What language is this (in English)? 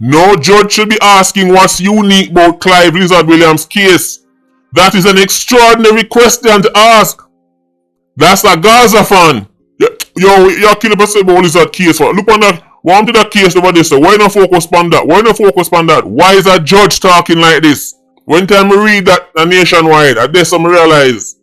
Jamaican Creole English